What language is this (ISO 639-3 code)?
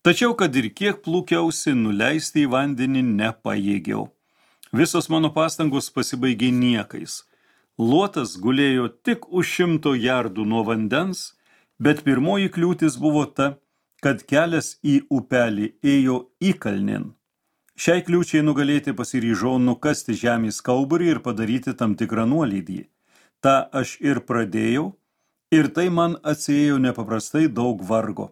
lit